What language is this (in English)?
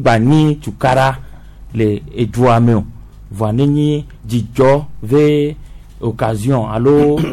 Gen